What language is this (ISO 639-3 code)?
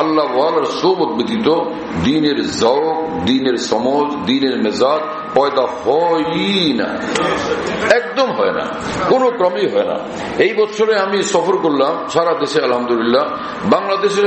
ben